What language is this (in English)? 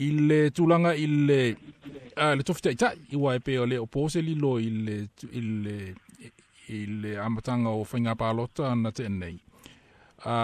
Samoan